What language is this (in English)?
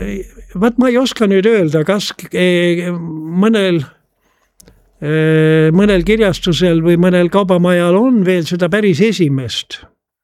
Estonian